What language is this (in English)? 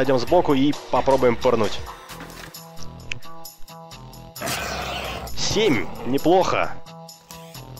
Russian